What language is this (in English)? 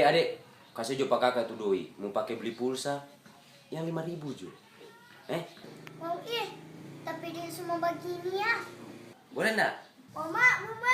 Manado Malay